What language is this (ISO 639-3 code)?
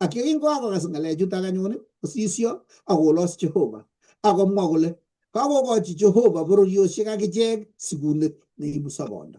kln